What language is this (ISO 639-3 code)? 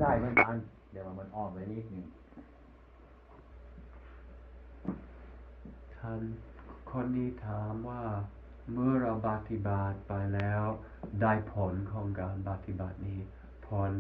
tha